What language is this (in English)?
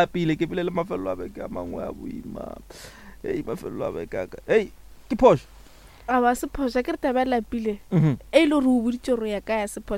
Northern Sotho